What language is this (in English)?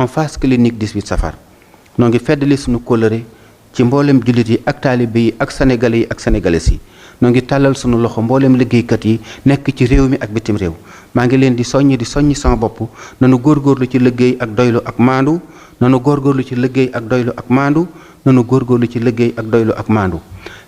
Wolof